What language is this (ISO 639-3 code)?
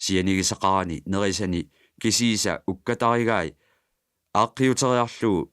kal